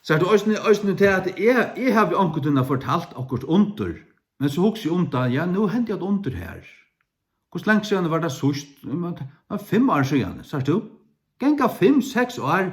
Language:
Faroese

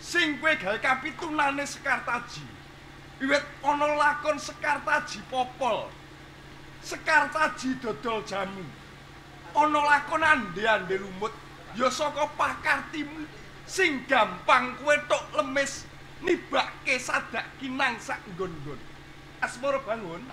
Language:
Javanese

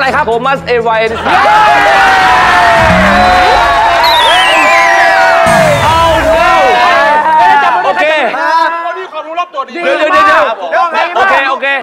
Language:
Thai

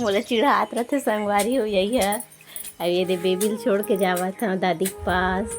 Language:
Chhattisgarhi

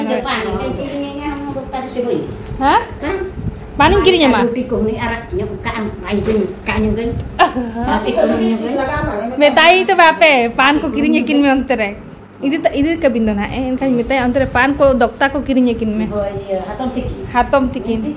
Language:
Santali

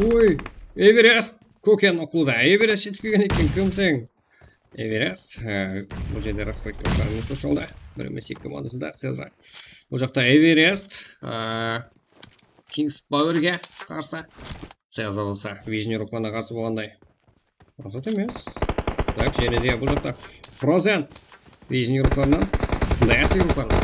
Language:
Kara-Kalpak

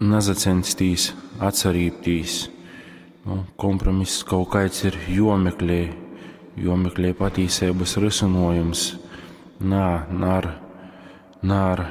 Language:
Latgalian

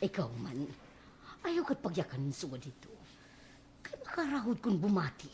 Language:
Waray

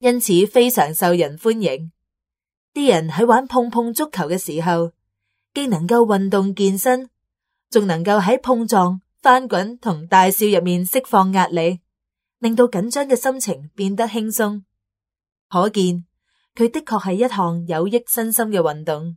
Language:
Cantonese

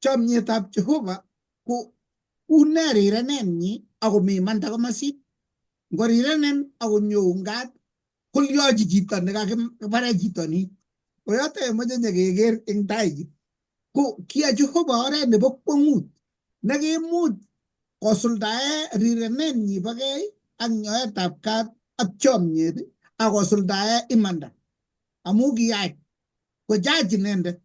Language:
Kalenjin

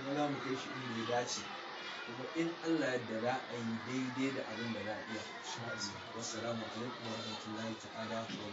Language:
Hausa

